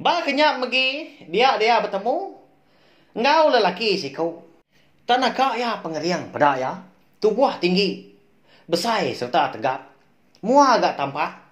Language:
Iban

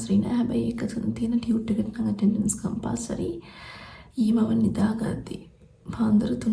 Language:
Sinhala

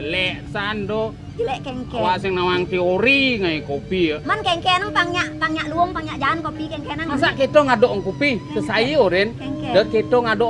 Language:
Balinese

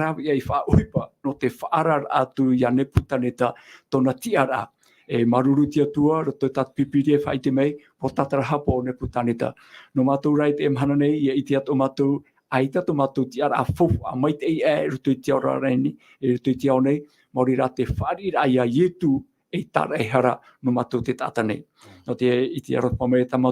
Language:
Tahitian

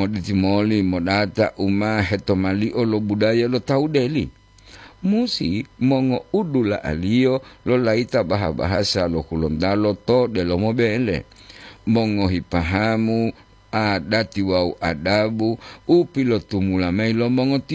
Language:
Gorontalo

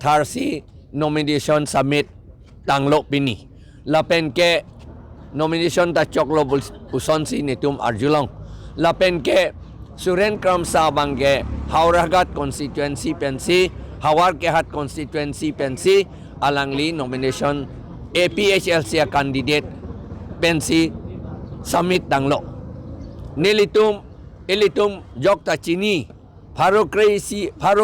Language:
Karbi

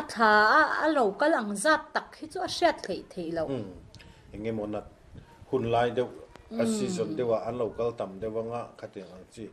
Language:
Mizo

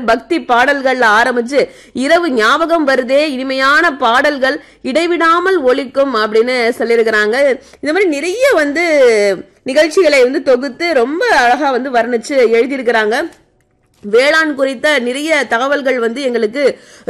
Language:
Tamil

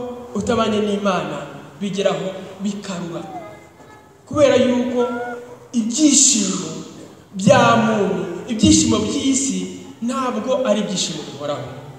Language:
Kinyarwanda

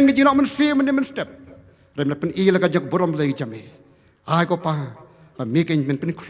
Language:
Khasi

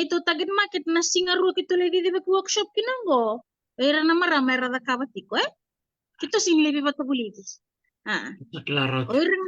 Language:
Fijian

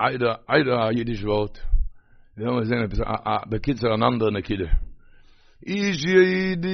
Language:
Yiddish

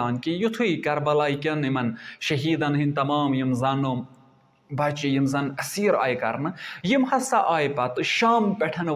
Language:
Kashmiri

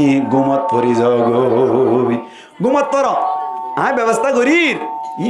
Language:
Rohingya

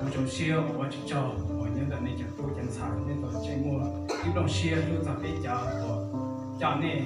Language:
Hmong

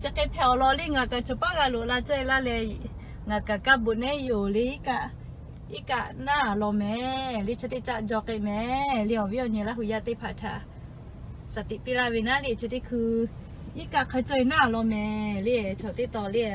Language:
Lahu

